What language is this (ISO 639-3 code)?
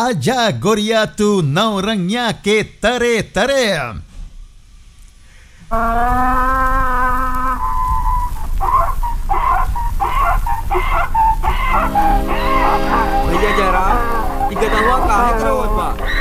bho